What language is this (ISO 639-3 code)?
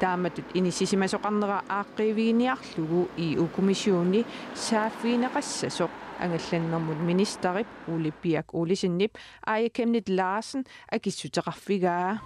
kal